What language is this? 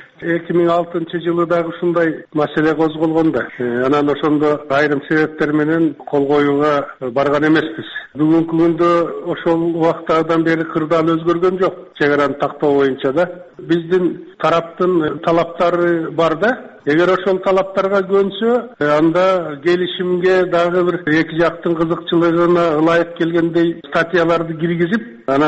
Kyrgyz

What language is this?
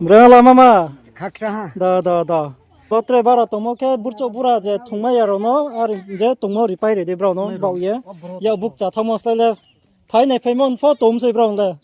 Riang (India)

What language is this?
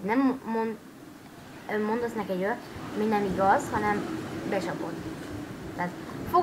Hungarian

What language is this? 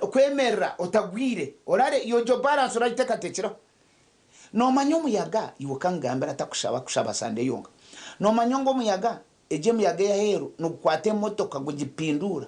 Nyankole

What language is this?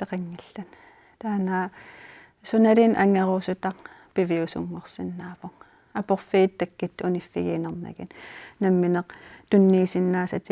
Kalaallisut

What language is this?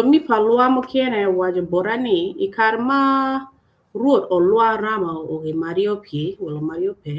Acoli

